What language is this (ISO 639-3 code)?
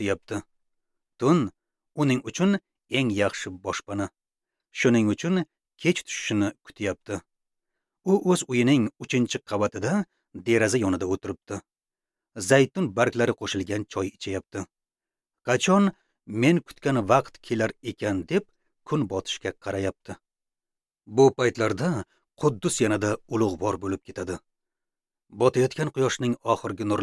uzb